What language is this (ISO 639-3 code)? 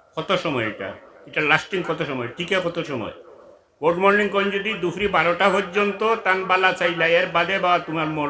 syl